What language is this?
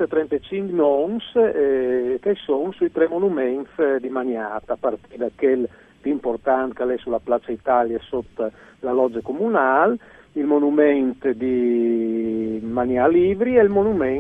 Friulian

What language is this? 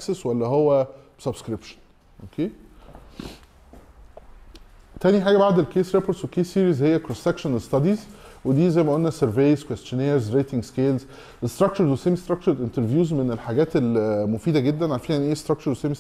Egyptian Arabic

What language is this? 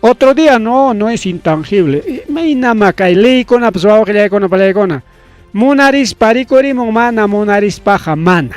Ayacucho Quechua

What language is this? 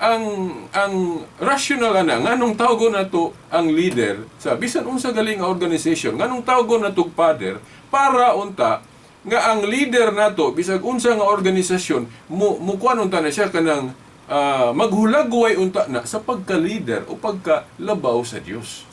Cebuano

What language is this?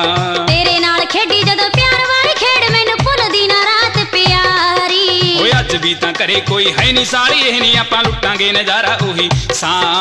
Punjabi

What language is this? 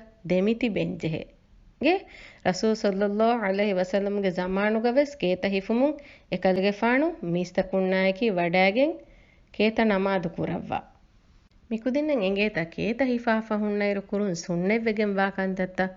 Divehi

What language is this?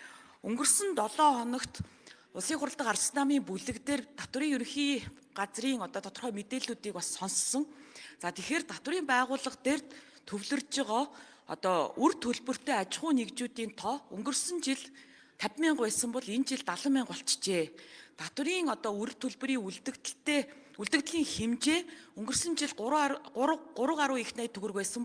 Mongolian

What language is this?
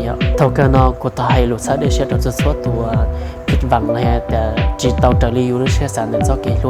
Hmong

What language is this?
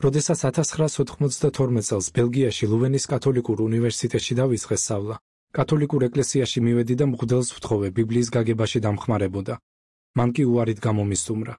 Georgian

